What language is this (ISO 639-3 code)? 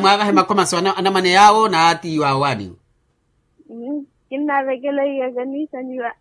vmw